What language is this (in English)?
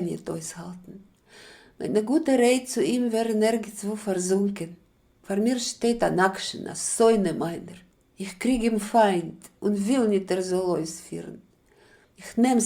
Yiddish